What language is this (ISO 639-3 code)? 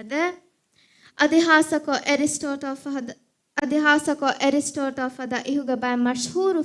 div